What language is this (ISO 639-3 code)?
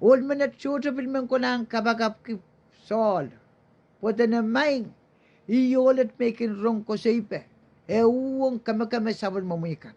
pon